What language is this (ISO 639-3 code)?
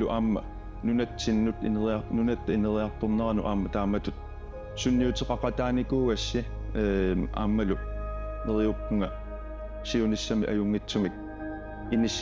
kal